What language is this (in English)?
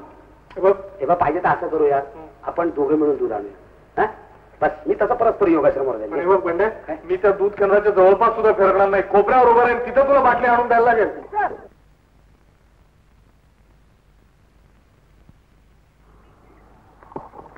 Marathi